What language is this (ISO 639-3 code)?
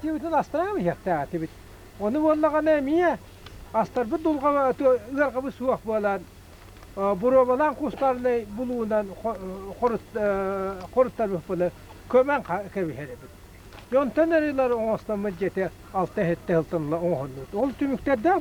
sah